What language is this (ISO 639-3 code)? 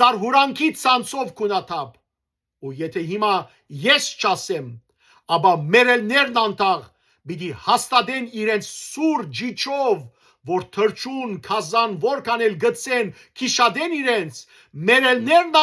hyw